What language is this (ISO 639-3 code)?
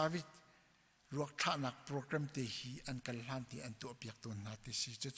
cnh